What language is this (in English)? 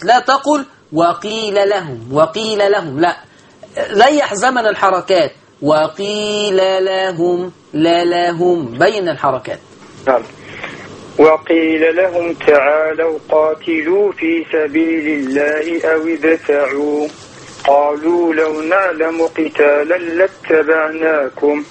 Arabic